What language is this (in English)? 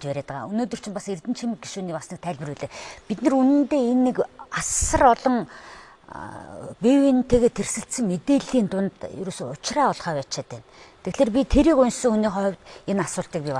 Mongolian